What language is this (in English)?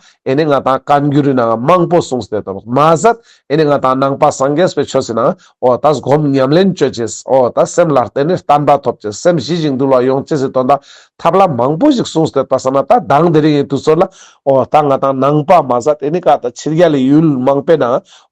Ladakhi